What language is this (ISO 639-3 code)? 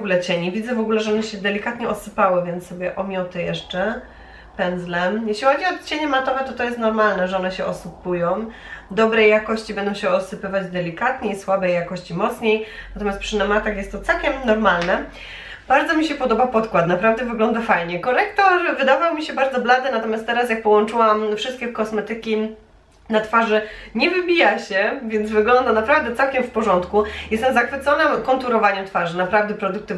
pol